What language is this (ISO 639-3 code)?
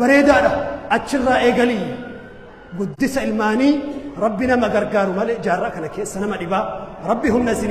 orm